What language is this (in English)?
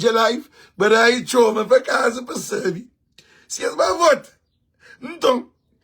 Kabuverdianu